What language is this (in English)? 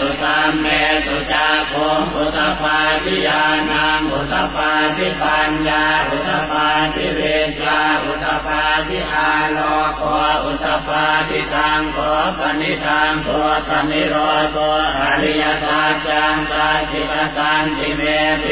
Pali